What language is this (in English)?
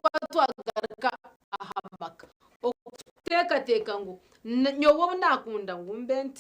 Nyankole